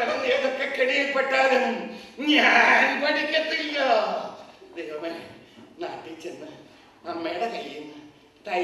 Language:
Malayalam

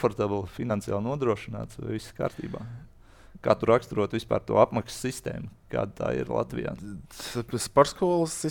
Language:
Latvian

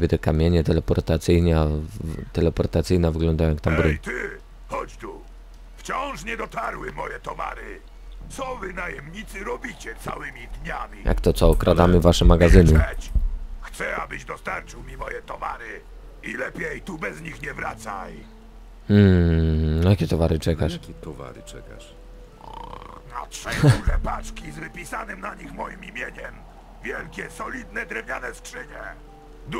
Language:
Polish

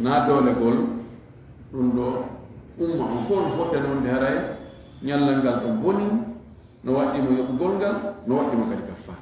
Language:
Fula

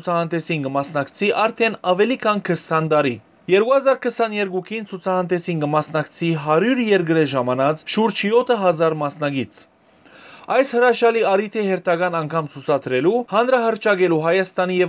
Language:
Western Armenian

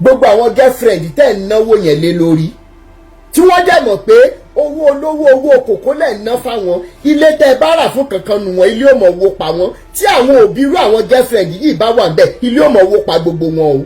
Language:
Yoruba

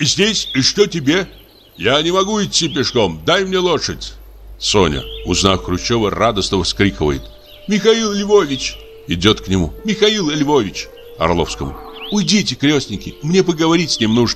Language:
Russian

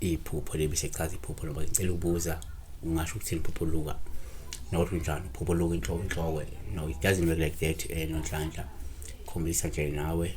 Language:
Zulu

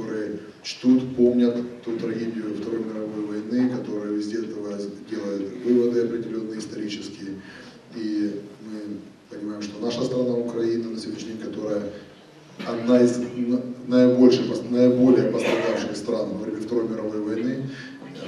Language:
Russian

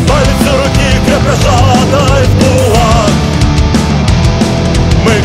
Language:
Russian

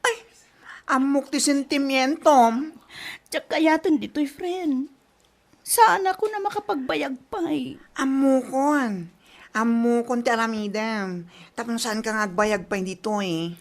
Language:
Iloko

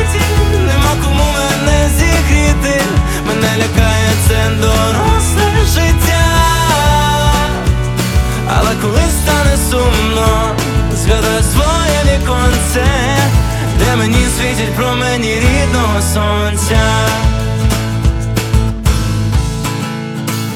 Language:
Ukrainian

